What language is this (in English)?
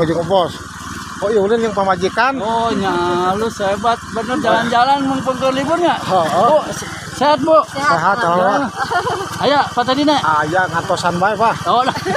Sundanese